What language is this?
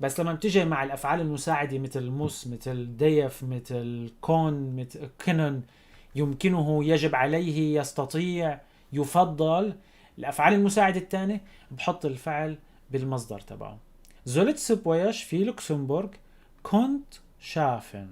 North Levantine Arabic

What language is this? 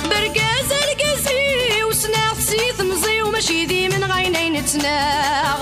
Kabyle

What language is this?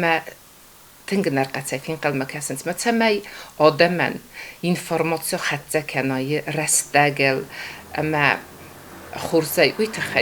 Ossetic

